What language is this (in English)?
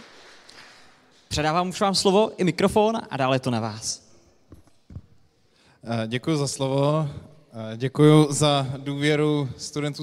Czech